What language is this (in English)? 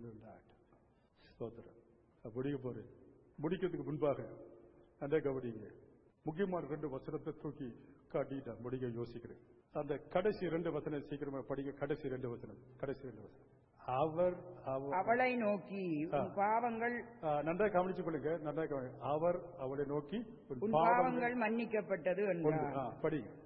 Tamil